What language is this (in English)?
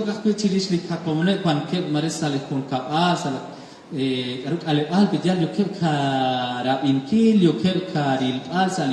Kekchí